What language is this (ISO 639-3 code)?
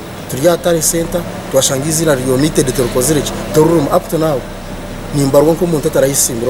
nyn